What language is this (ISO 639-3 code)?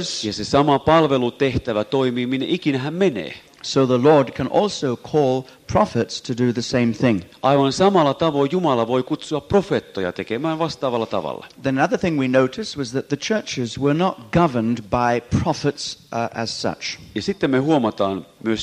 fin